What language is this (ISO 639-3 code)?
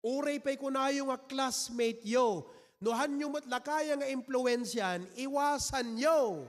ilo